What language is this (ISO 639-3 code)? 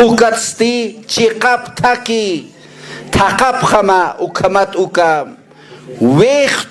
aym